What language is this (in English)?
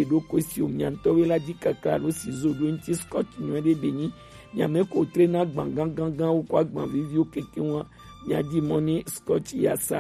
Gen